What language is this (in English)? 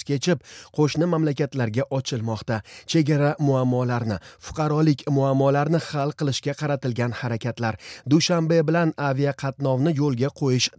Uzbek